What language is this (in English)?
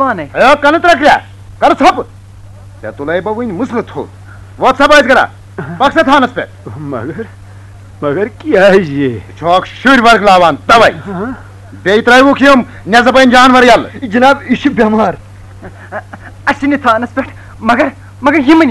Kashmiri